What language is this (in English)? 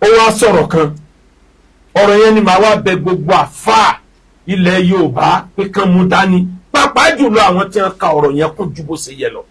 Yoruba